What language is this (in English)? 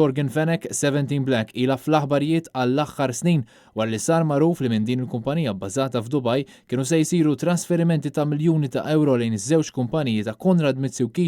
Maltese